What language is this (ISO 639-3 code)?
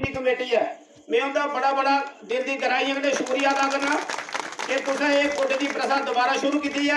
doi